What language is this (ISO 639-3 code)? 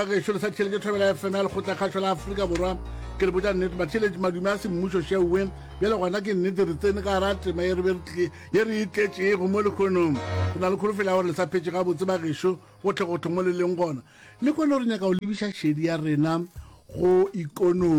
nso